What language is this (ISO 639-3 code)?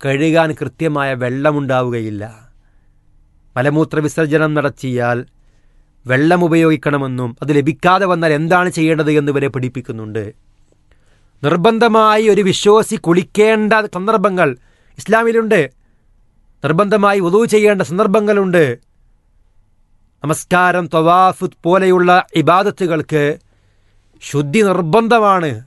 mal